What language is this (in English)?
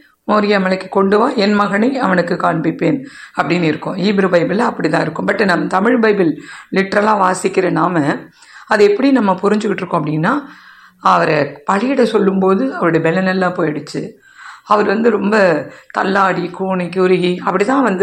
Tamil